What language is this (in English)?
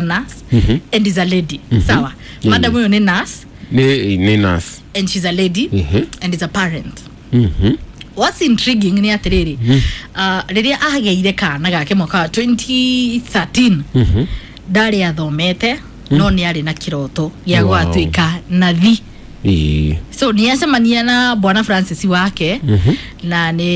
Kikuyu